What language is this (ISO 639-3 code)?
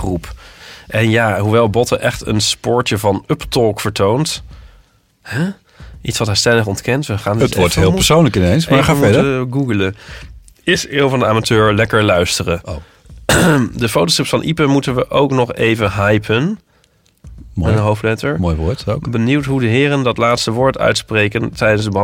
nld